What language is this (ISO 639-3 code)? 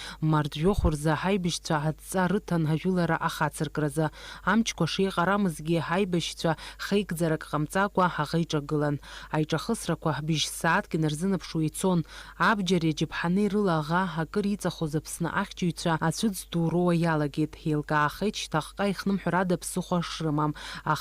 abk